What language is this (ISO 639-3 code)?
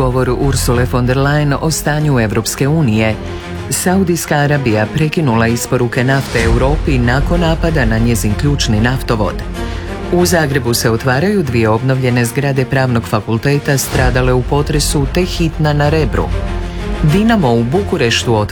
hrv